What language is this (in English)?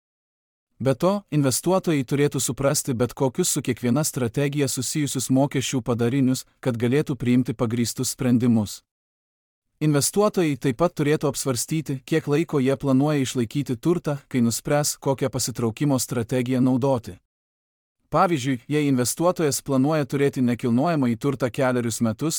Lithuanian